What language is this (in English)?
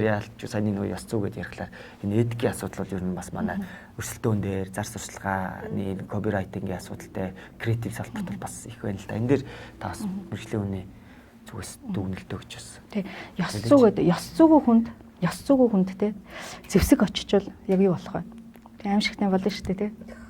Mongolian